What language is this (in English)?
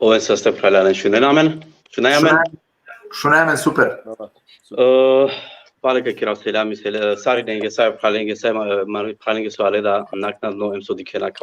Balkan Romani